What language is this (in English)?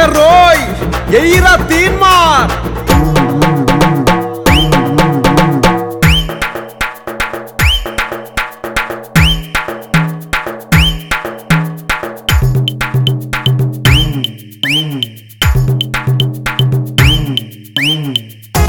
Telugu